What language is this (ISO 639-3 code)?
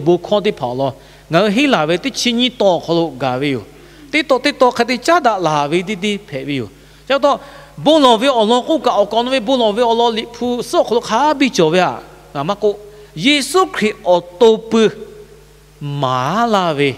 lhu